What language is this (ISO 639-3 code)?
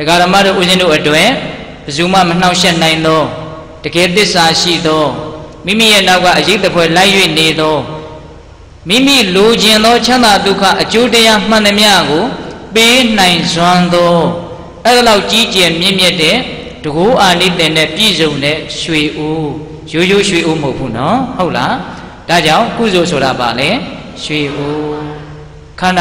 mya